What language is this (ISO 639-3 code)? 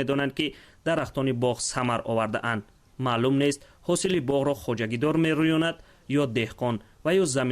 tgk